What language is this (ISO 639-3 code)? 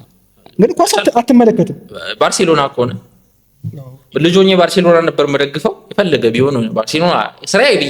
amh